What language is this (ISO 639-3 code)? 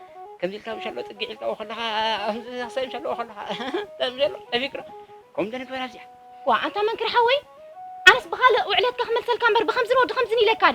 tir